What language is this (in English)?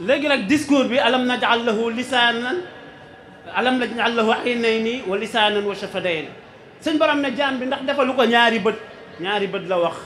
Wolof